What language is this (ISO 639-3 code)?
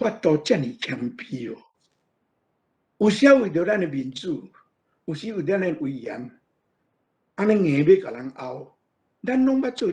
nan